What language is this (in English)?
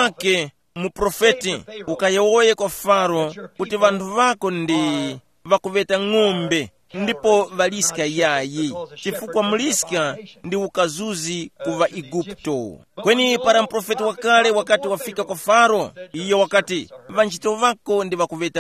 Tumbuka